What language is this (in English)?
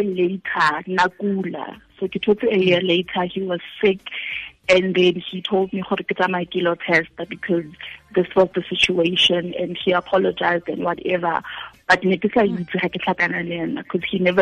Tswana